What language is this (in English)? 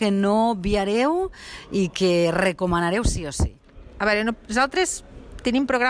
Catalan